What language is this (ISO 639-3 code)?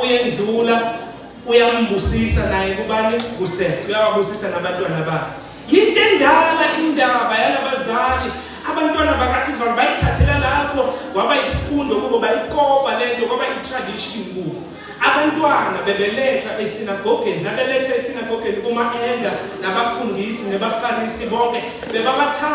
zul